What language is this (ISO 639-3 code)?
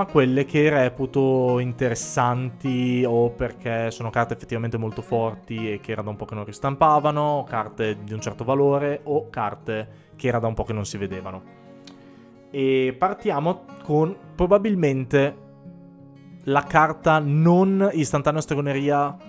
ita